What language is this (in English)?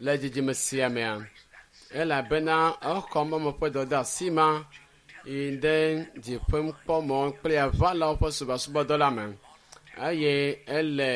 Ewe